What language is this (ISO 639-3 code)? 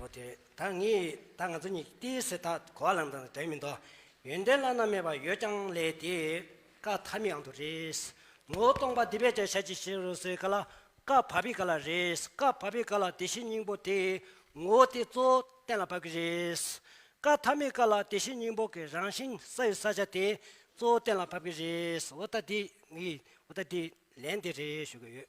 bod